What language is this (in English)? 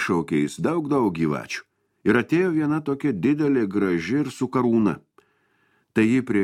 Lithuanian